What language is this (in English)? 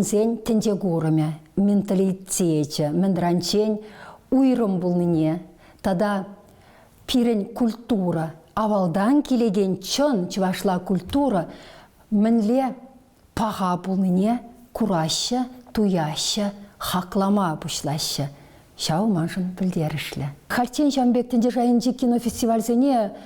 Chuvash